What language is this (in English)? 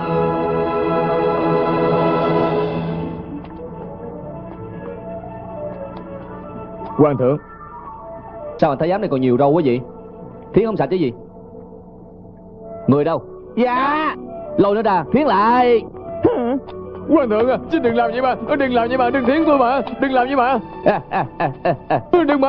Vietnamese